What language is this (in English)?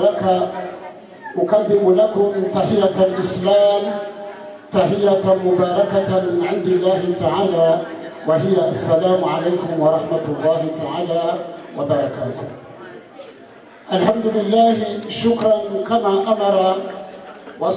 Arabic